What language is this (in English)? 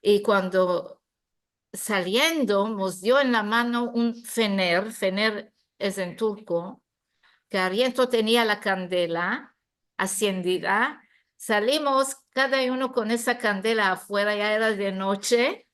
Ladino